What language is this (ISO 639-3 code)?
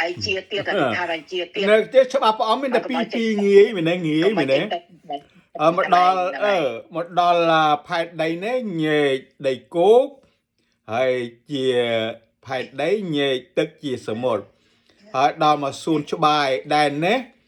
khm